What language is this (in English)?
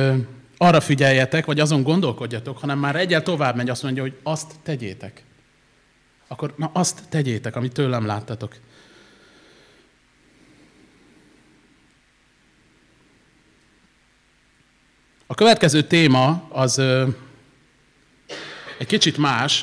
Hungarian